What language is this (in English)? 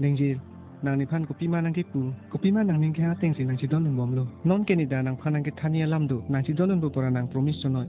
Karbi